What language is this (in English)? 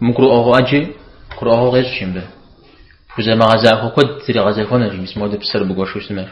Kabardian